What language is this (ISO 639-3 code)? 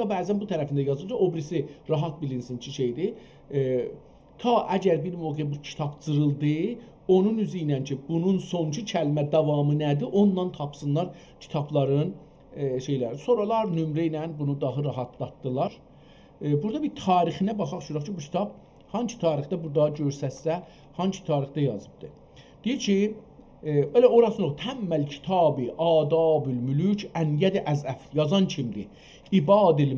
azb